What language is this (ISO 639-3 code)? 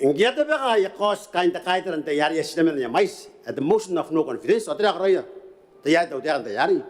gil